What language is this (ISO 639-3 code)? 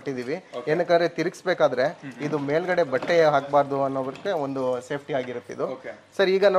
kan